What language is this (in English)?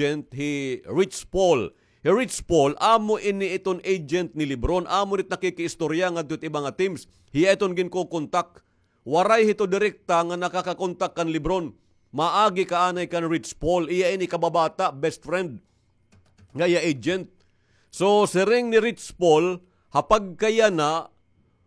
Waray